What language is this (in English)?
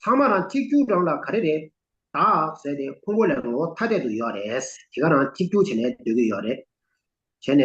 Tibetan